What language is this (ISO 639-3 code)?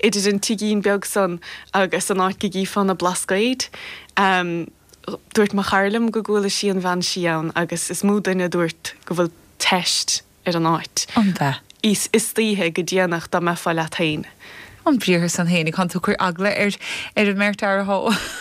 gle